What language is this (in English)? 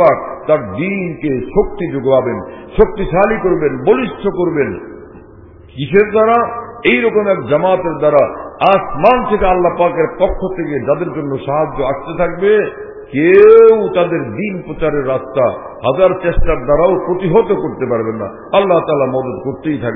Bangla